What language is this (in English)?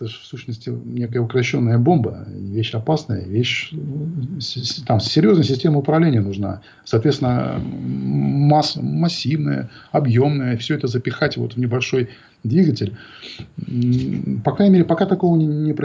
Russian